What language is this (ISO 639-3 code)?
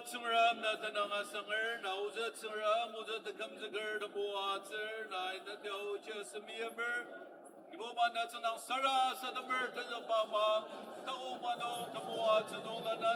njo